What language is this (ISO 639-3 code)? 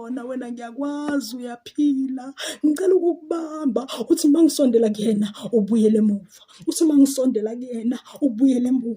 zul